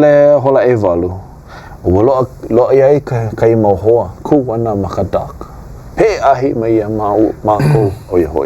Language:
Hawaiian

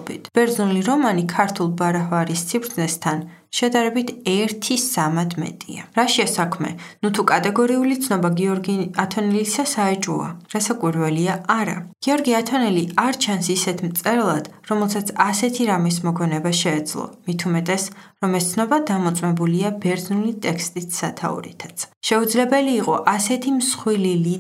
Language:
Georgian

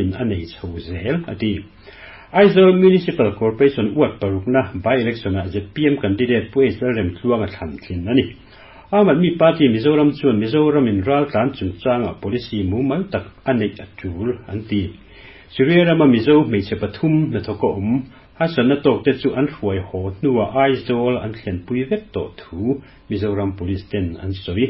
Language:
Mizo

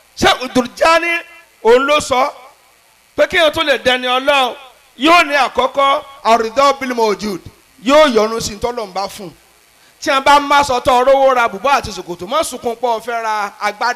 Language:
Yoruba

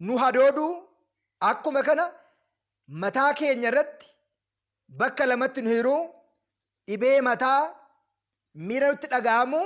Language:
Oromo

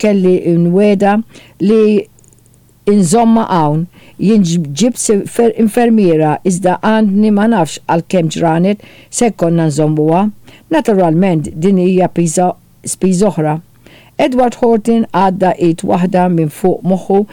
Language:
Maltese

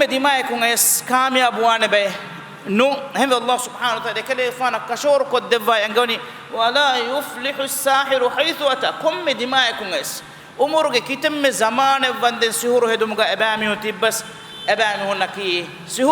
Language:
Divehi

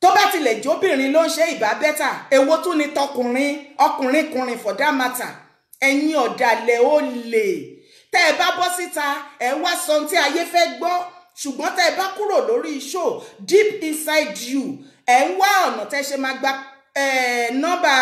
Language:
Yoruba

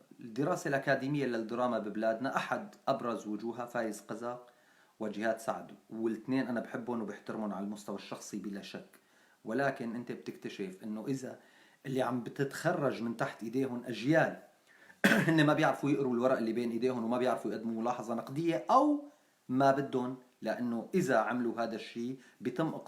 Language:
North Levantine Arabic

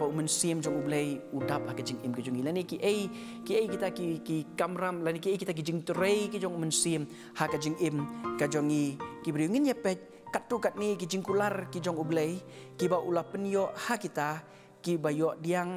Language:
Khasi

